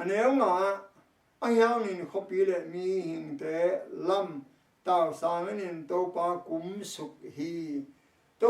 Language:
Tedim Chin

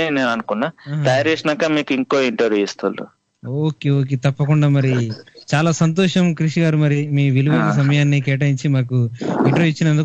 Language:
Telugu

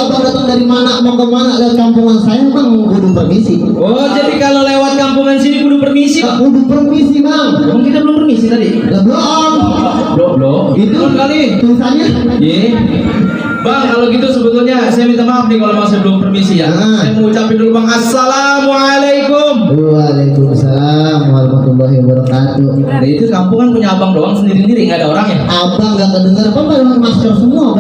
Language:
Betawi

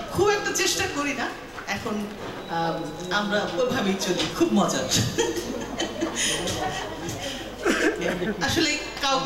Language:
Bangla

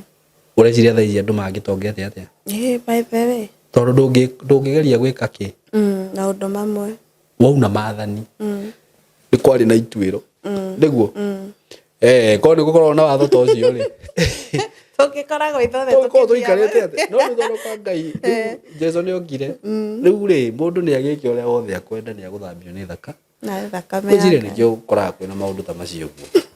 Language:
Kikuyu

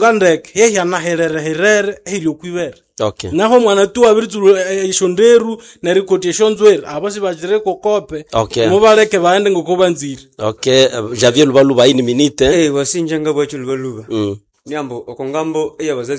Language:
Nande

